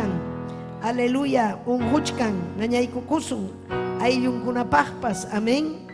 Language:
Ayacucho Quechua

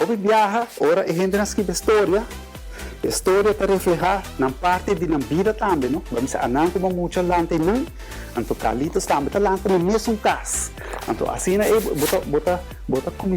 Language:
Papiamento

